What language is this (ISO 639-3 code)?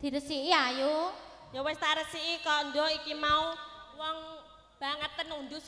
jav